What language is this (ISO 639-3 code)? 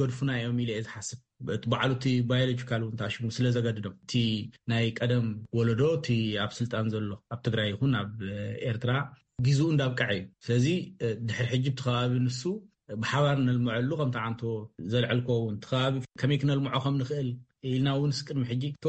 tir